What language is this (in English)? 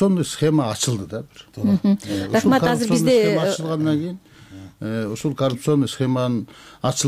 Kyrgyz